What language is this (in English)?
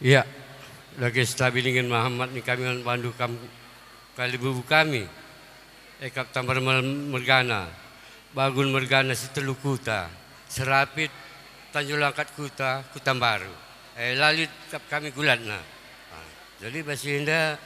Batak Karo